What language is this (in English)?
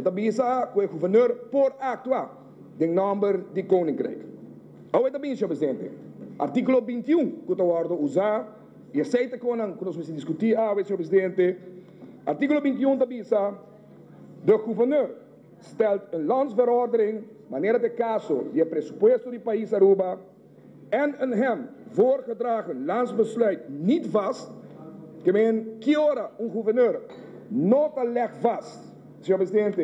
Papiamento